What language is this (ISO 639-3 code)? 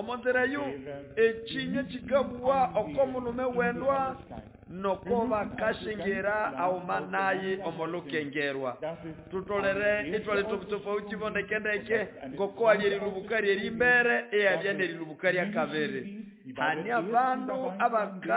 nnb